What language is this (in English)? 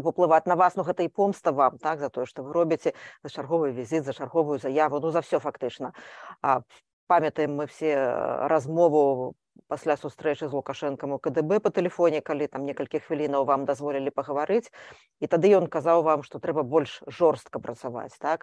Belarusian